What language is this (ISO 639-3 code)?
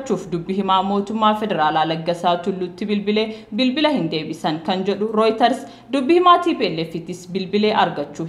orm